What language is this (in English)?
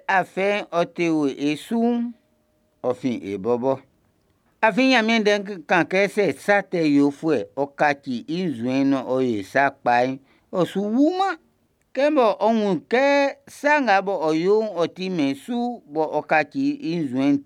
Baoulé